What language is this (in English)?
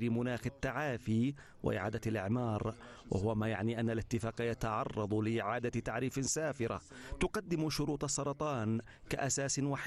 Arabic